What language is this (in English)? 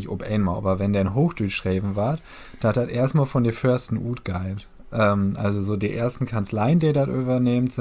Low German